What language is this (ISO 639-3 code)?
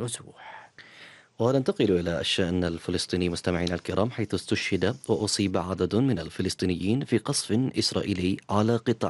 ara